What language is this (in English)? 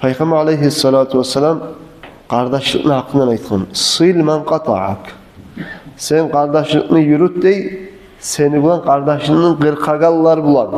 Kumyk